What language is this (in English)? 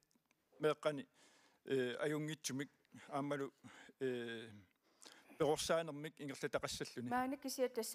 Kalaallisut